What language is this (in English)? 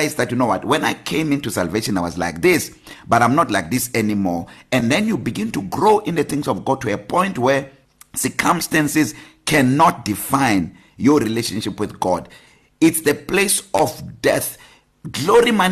English